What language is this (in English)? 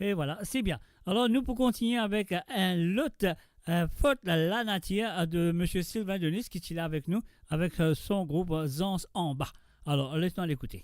Morisyen